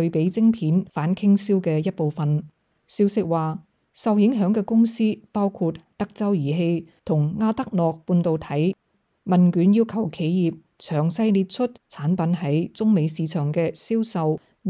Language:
Cantonese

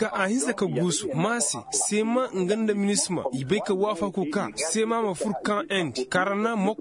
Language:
Koyraboro Senni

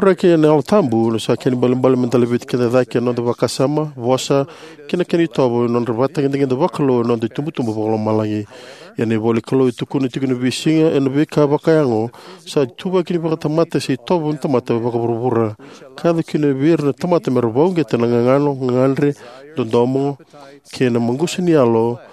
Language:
Fijian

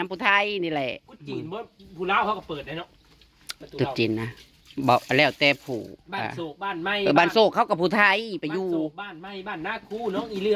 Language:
Northeastern Thai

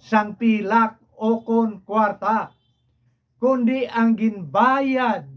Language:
Hiligaynon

